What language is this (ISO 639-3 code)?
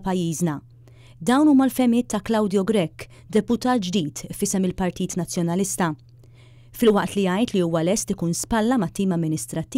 mlt